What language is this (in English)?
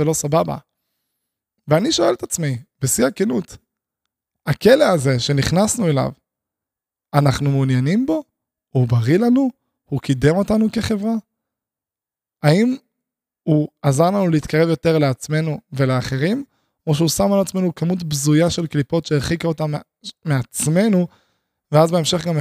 Hebrew